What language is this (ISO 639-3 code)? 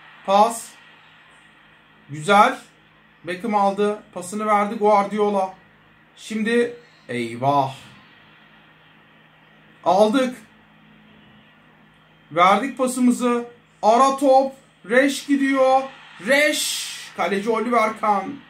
tur